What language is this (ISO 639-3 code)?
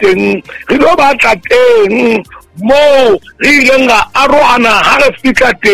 sot